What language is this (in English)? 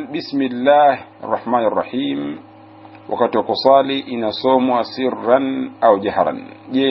Swahili